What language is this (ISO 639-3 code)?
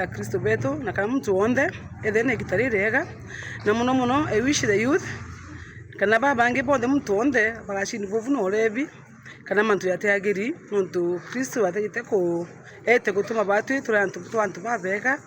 mer